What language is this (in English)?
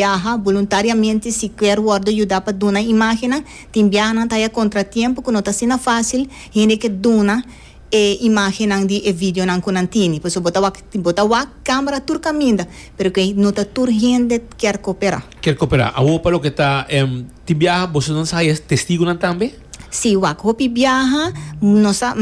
Papiamento